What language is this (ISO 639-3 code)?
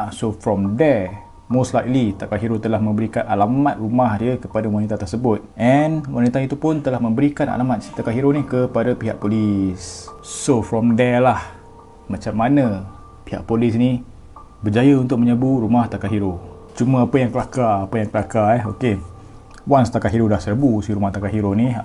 msa